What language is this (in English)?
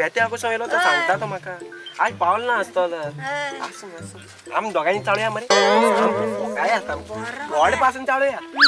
Konkani